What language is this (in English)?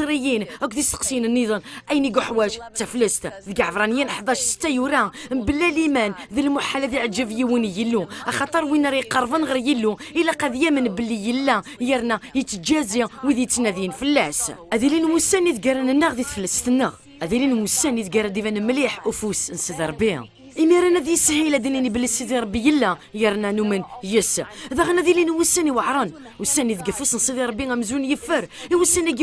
Kabyle